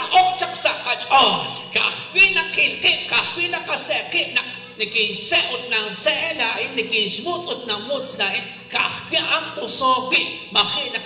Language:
Kekchí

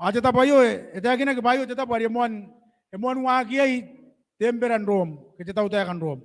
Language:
Gilbertese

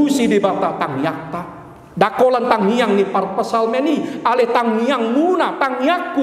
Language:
Batak Toba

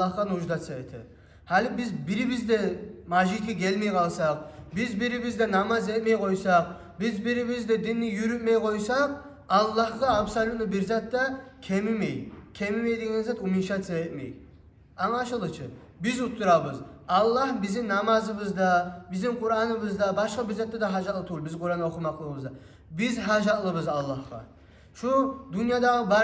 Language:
Kumyk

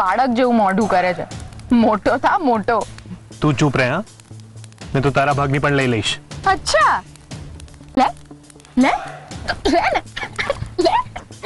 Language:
Gujarati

